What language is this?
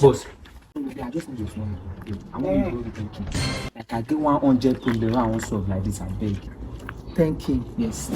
Nigerian Pidgin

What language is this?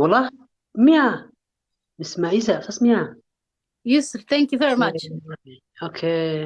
Somali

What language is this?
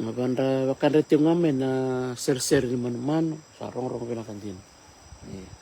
Fijian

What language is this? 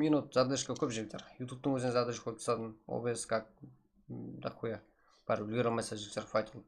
Kara-Kalpak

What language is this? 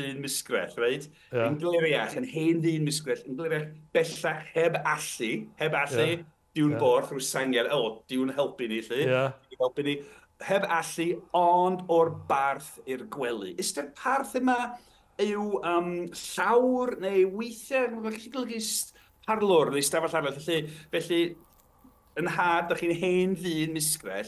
Welsh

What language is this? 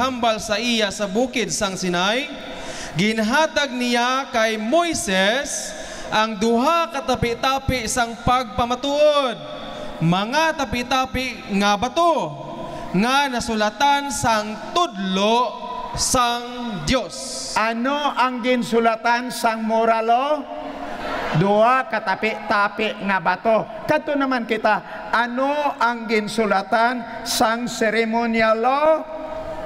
Hiligaynon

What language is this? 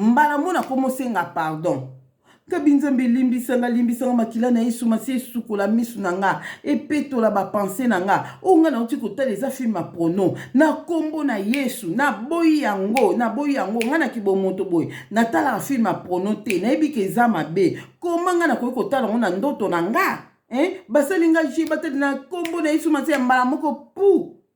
Lingala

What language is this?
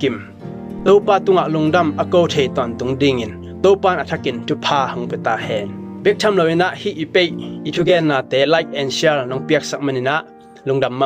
Tedim Chin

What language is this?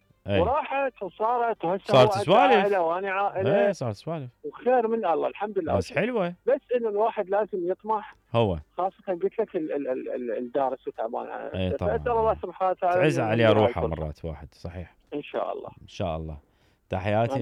Mesopotamian Arabic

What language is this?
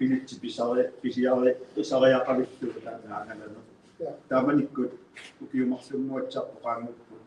Kalaallisut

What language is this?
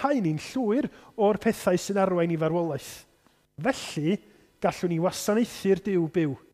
Welsh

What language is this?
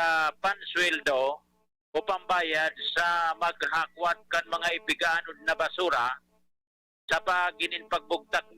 Bikol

